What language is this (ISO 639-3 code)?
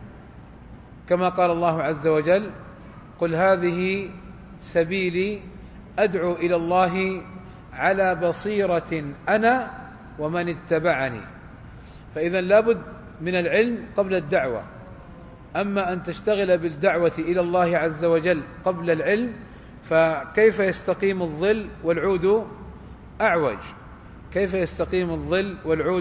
ara